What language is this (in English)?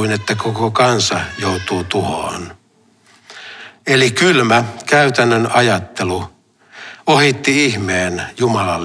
Finnish